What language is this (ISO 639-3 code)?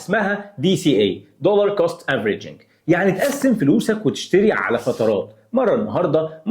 arz